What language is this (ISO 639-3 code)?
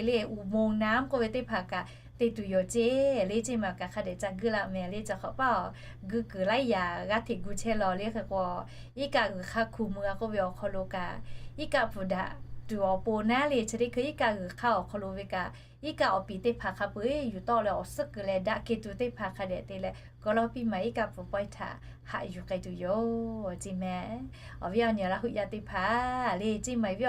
lhu